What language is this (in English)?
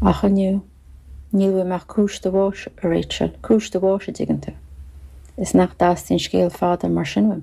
Irish